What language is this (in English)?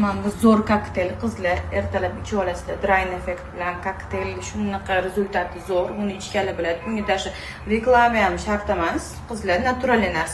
Uzbek